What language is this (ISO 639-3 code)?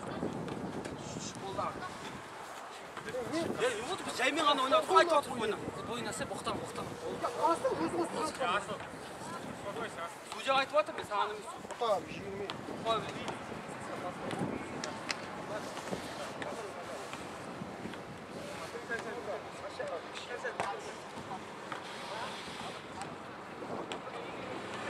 kaz